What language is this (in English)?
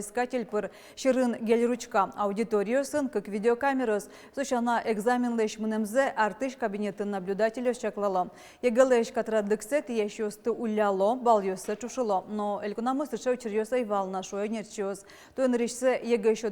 Udmurt